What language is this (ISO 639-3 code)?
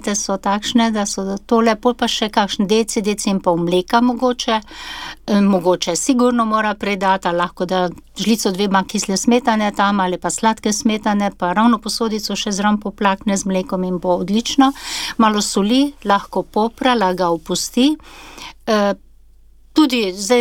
slv